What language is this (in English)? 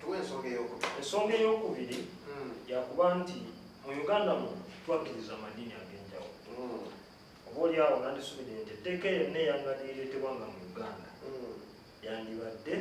Ganda